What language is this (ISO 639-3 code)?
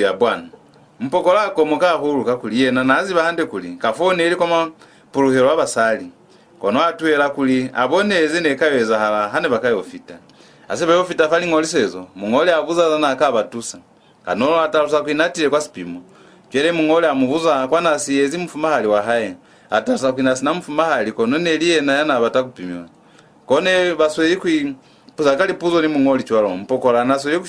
loz